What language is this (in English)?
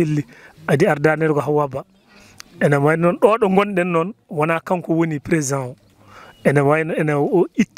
Fula